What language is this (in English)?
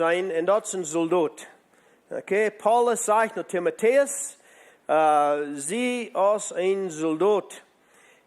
Plautdietsch